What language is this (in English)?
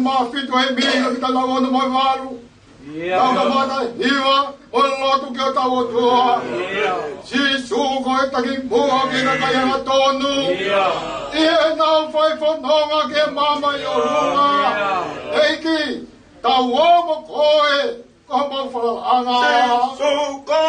Tongan